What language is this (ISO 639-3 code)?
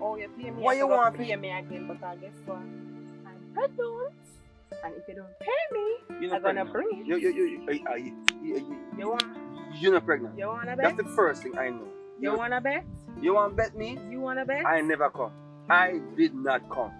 jam